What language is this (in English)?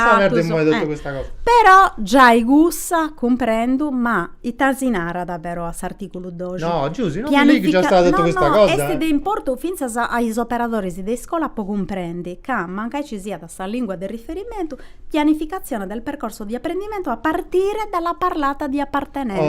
Sardinian